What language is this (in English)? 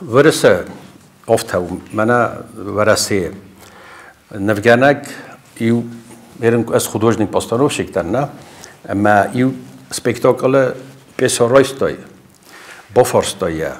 Ossetic